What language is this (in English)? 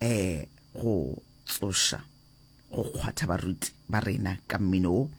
Northern Sotho